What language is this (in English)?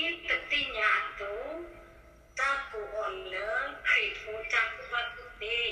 S'gaw Karen